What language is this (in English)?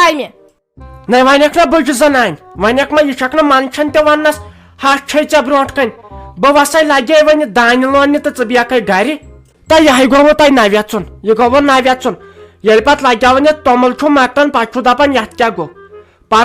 Kashmiri